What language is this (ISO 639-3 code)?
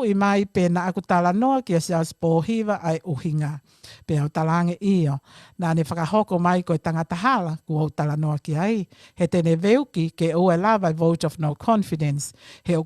ton